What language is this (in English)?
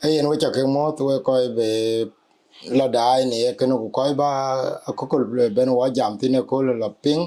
Dinka